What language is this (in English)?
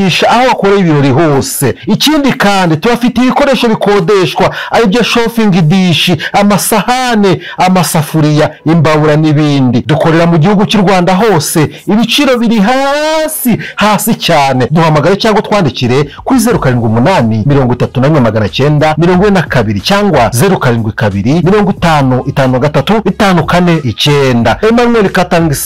Kinyarwanda